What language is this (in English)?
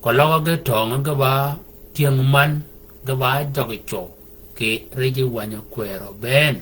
Shilluk